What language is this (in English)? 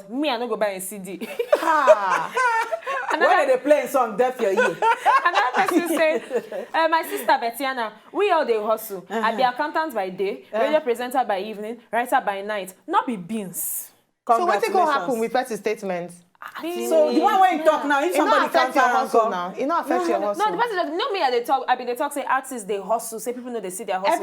Nigerian Pidgin